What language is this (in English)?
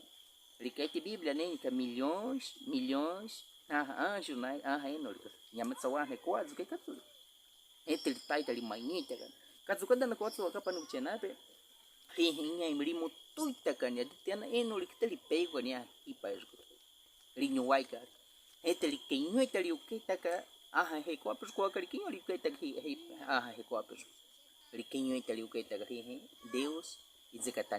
Baniwa